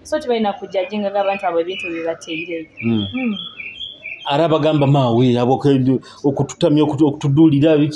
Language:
Nyoro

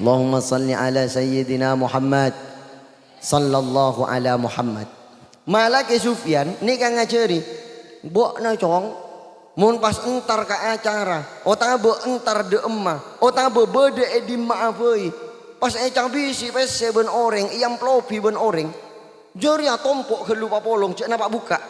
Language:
Madurese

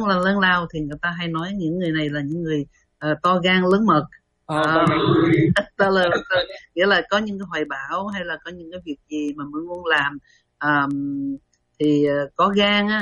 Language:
Vietnamese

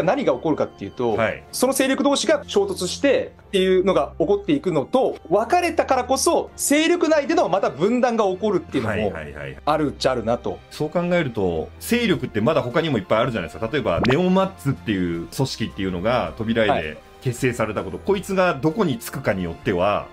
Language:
Japanese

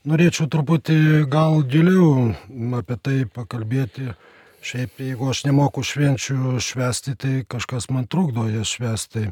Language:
Lithuanian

